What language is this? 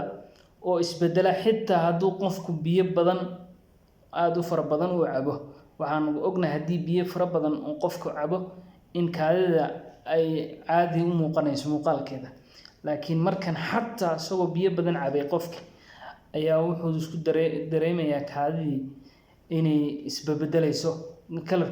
Somali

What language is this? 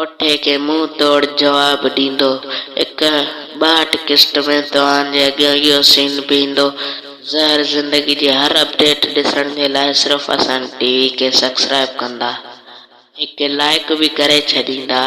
Sindhi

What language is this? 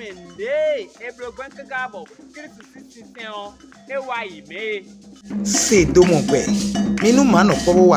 Fon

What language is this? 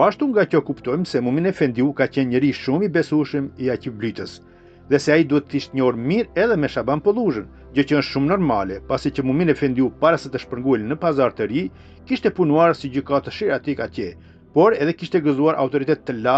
Albanian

